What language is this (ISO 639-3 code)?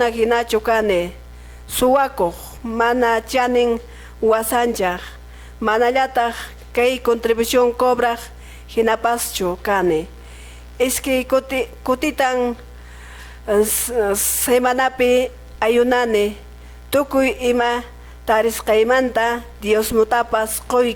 que